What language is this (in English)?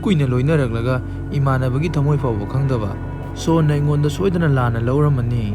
Manipuri